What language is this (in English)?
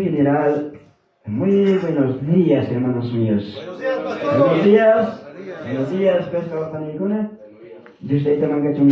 Ayacucho Quechua